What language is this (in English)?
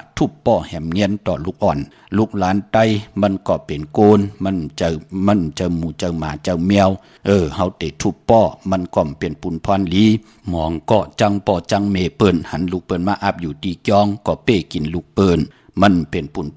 Shan